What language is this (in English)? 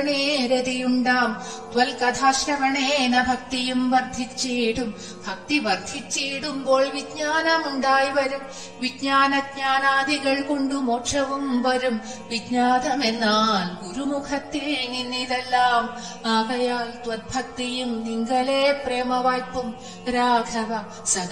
Malayalam